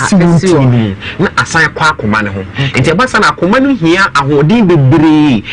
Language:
Akan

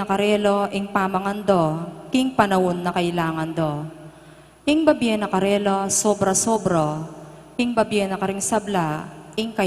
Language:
Pampanga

